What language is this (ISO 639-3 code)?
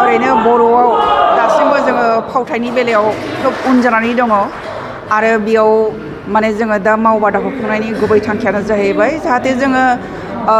brx